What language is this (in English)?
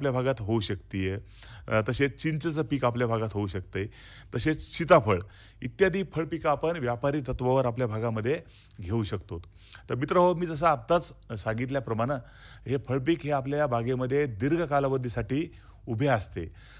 Marathi